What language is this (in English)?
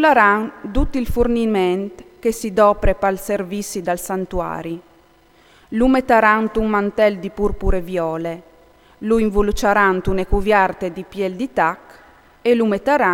Friulian